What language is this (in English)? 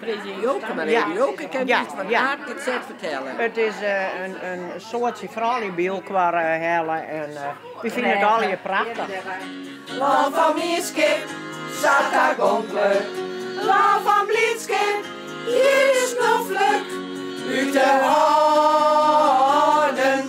Western Frisian